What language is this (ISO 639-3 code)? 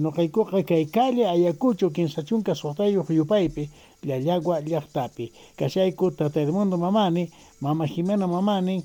que